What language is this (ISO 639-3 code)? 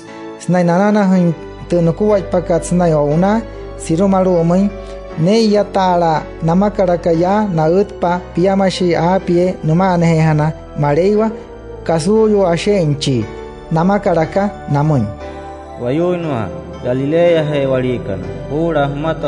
guc